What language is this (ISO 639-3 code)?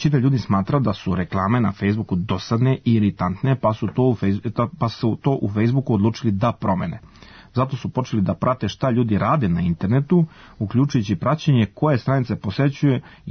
srp